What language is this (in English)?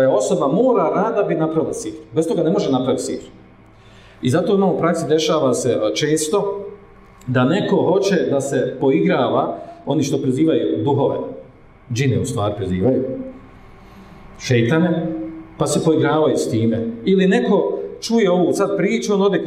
Bosnian